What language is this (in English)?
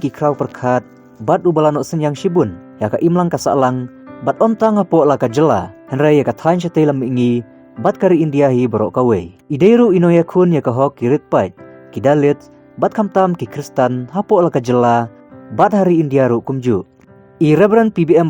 Khasi